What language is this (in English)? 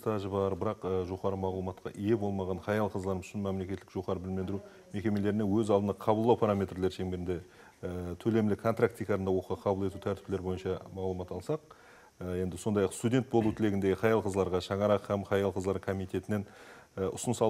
Kara-Kalpak